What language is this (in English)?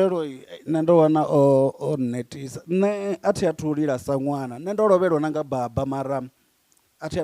Venda